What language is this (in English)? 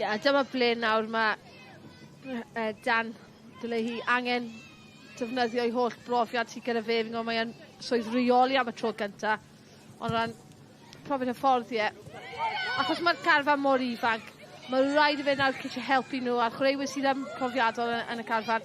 Welsh